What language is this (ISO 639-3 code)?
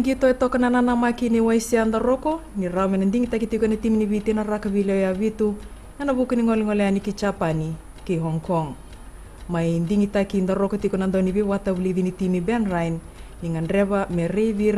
fij